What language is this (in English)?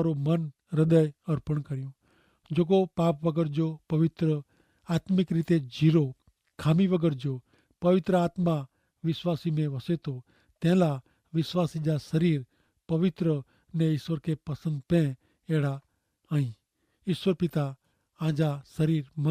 Kachhi